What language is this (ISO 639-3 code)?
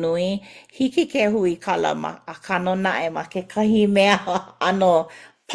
haw